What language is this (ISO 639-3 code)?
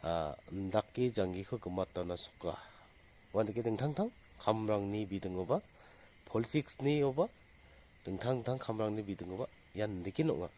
grt